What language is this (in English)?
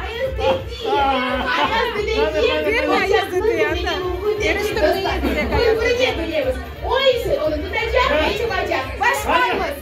Crimean Tatar